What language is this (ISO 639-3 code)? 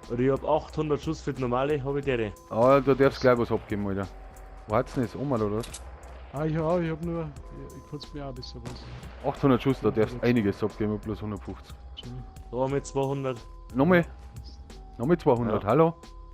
bar